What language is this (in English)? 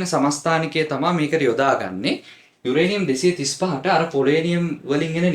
Sinhala